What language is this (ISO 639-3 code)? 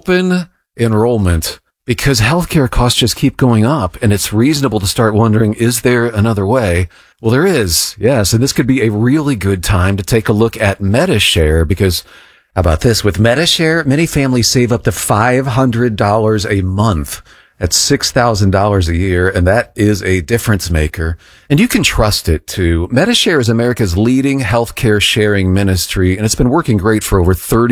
eng